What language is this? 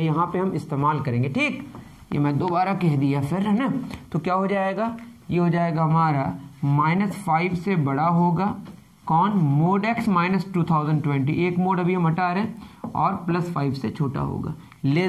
Hindi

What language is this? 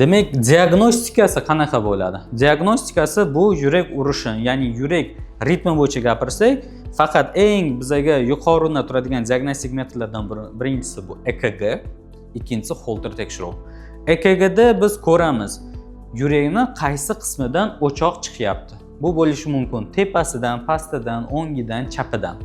Uzbek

